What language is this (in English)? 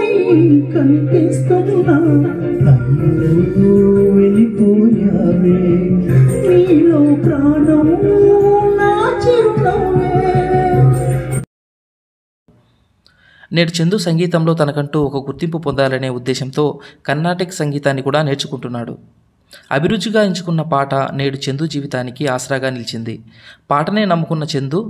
Telugu